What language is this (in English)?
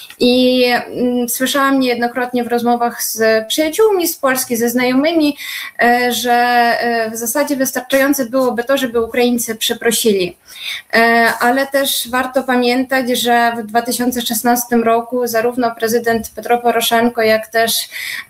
Polish